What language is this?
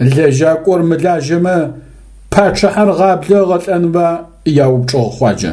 Adyghe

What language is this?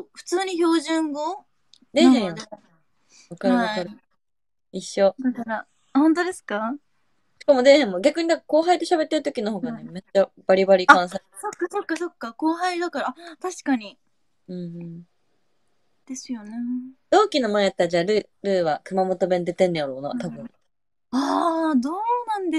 Japanese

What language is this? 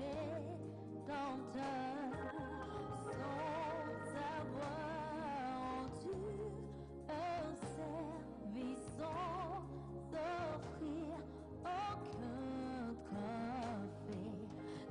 Ewe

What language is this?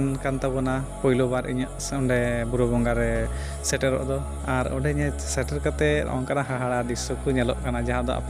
Santali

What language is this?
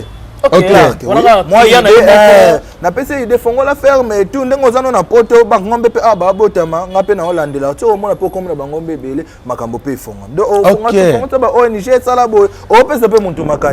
Lingala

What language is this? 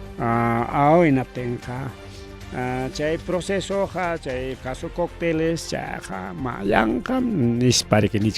Ayacucho Quechua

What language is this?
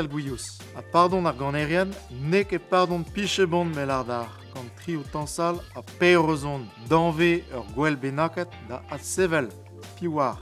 Breton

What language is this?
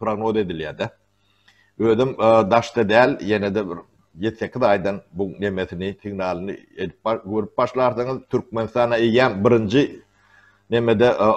Turkmen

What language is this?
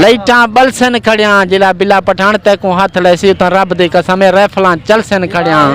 Saraiki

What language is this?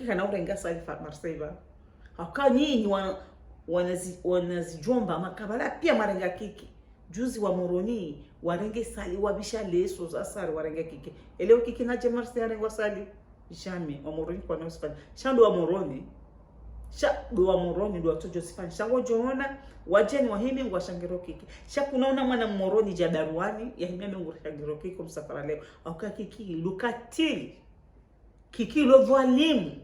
Ngazidja Comorian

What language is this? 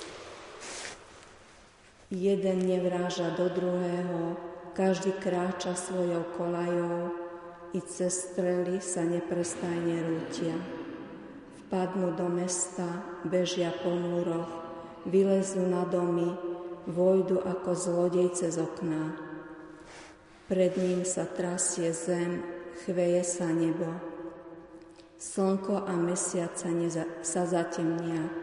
Slovak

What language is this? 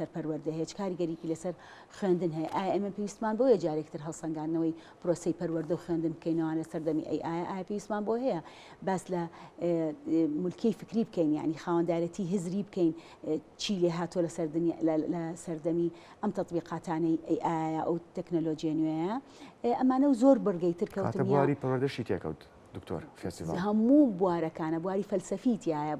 Central Kurdish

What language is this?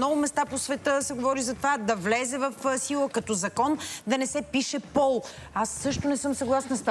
Bulgarian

